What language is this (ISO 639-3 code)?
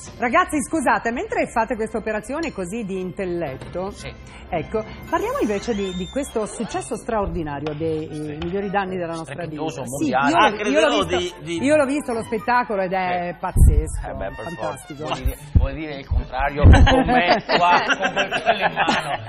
ita